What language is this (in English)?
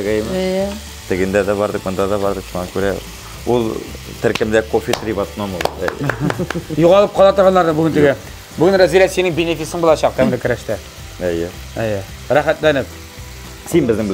Tatar